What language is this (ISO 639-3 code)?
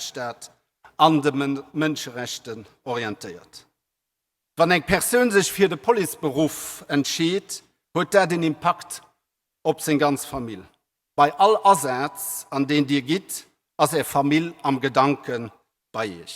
ltz